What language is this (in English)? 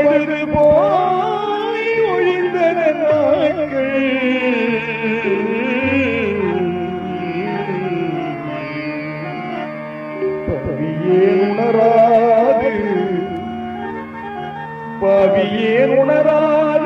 Tamil